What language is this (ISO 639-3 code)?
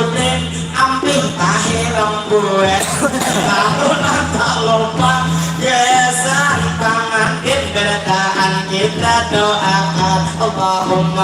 bjn